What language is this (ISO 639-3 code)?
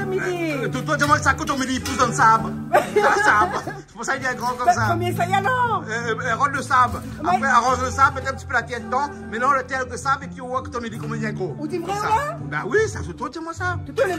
rcf